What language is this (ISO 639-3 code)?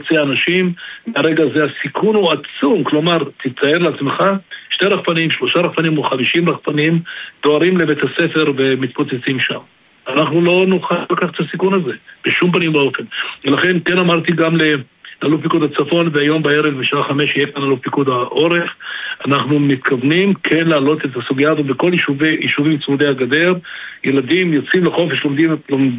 heb